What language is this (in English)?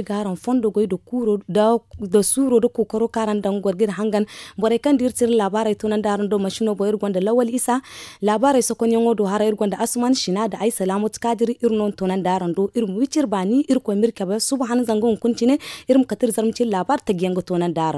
Zarma